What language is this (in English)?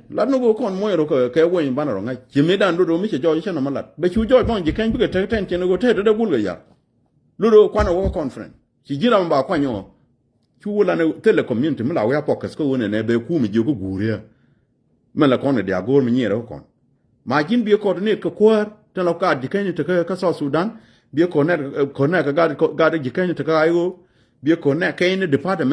Nuer